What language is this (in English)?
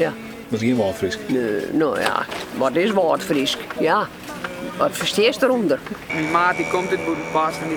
Western Frisian